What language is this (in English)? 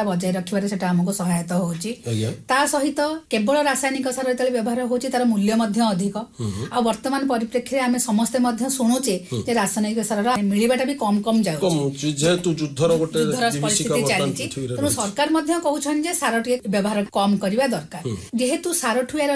Odia